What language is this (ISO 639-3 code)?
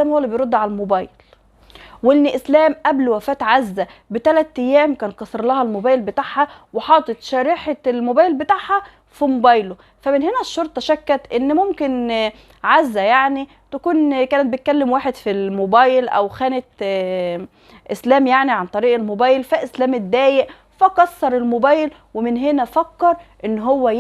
arz